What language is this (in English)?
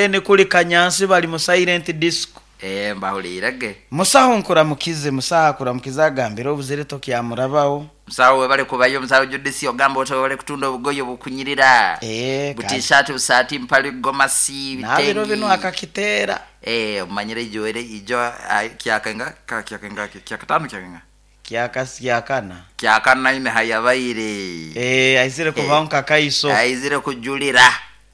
Nyoro